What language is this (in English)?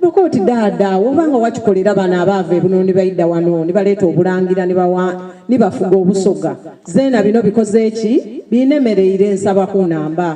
Soga